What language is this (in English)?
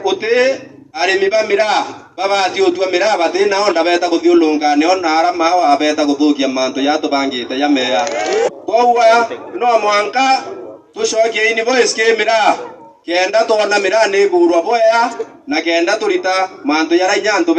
Meru